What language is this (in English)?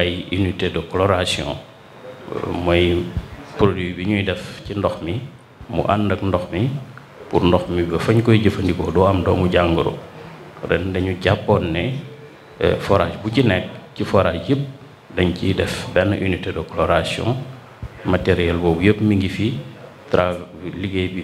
Wolof